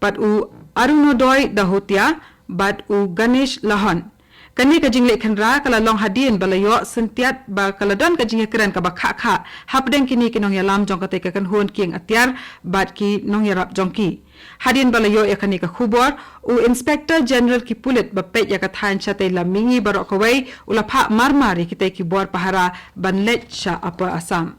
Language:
Khasi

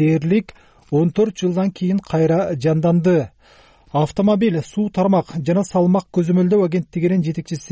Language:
Kyrgyz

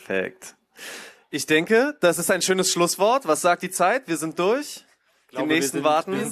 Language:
German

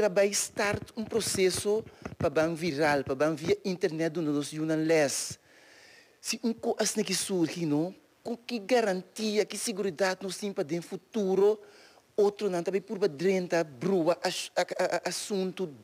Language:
Papiamento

